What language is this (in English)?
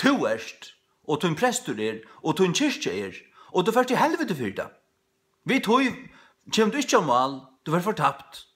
Faroese